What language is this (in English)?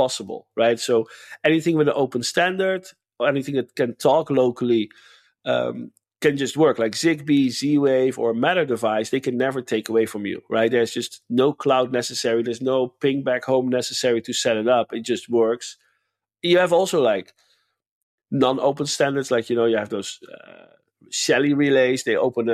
English